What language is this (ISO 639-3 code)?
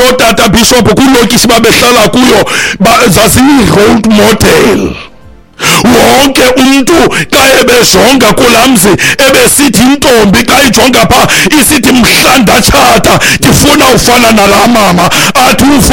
xho